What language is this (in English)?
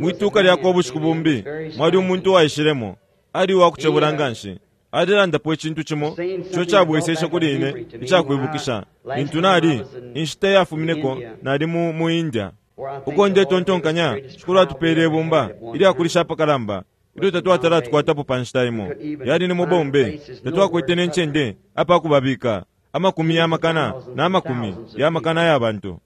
Bemba